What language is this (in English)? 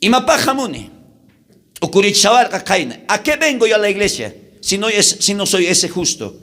South Bolivian Quechua